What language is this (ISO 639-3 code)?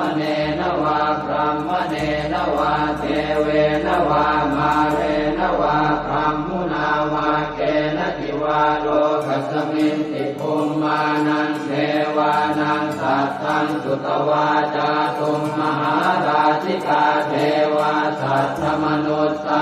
pli